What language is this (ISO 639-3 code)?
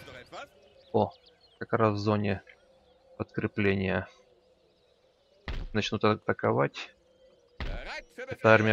rus